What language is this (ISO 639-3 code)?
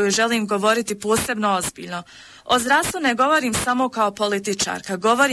bos